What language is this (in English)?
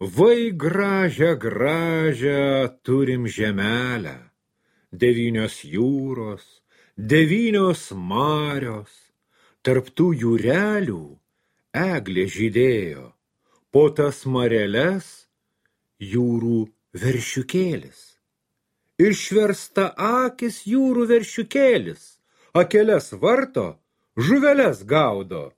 Lithuanian